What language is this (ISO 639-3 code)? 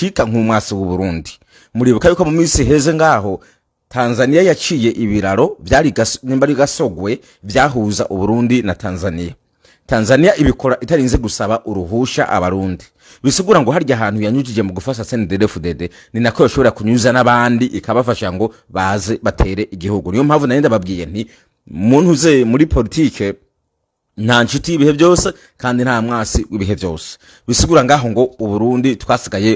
run